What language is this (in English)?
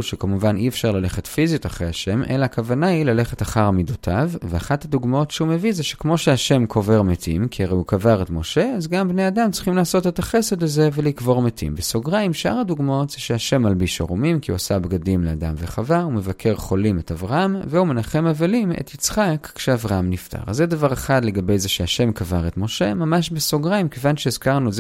Hebrew